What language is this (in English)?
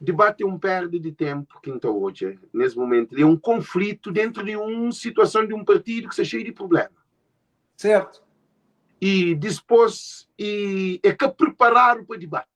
Kabuverdianu